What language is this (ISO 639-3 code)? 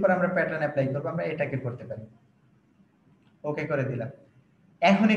ben